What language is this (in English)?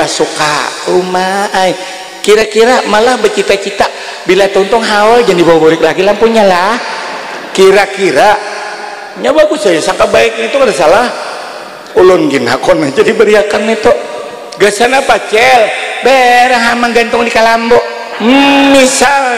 Banjar